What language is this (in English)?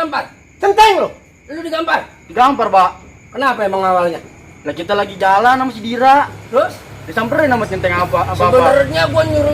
Betawi